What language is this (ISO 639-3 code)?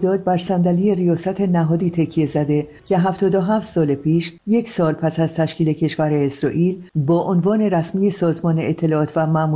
fas